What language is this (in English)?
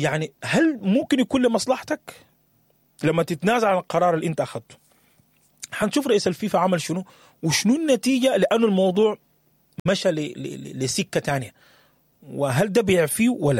Sudanese Arabic